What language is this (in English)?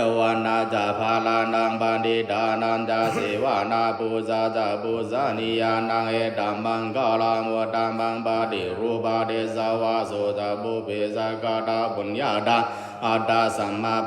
Pali